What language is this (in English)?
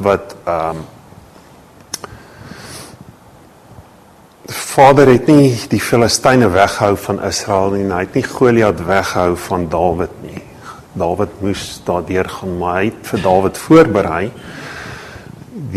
Afrikaans